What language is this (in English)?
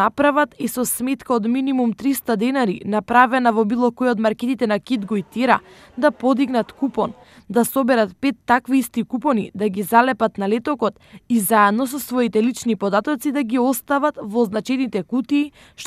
Macedonian